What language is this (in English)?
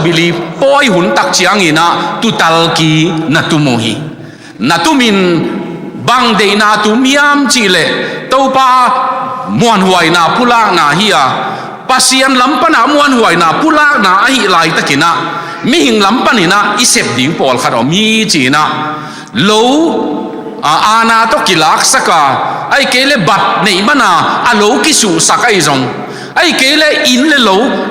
Tedim Chin